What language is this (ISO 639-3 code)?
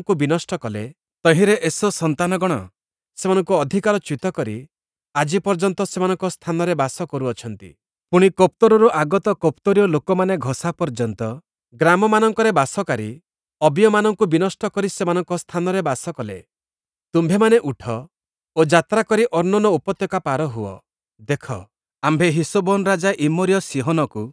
ori